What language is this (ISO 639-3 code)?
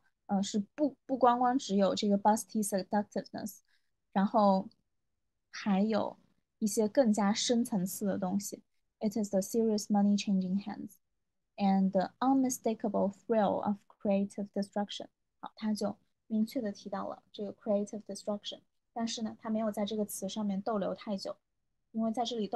zho